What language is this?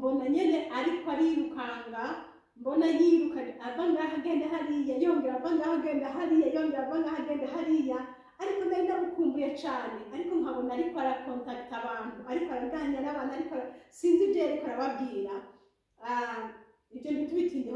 Rundi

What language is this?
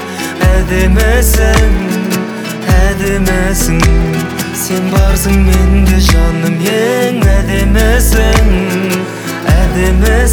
Kazakh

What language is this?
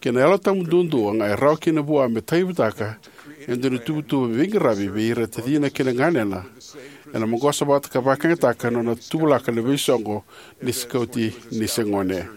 Fijian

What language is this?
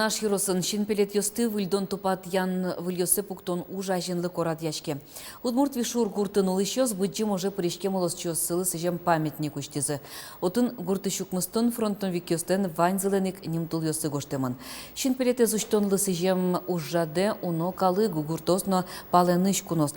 Udmurt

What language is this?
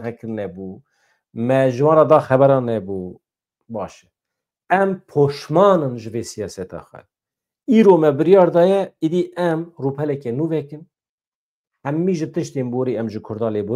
Kurdish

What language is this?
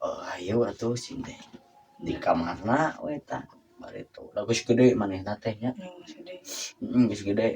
Sundanese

